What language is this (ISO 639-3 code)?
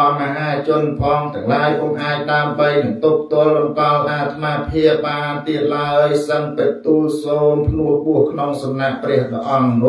khm